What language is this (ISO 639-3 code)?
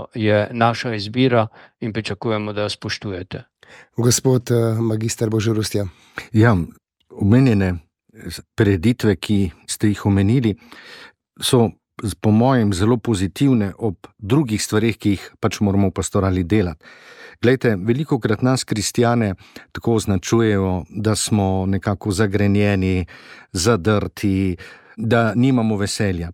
slv